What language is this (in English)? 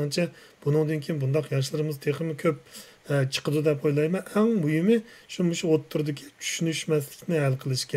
Uyghur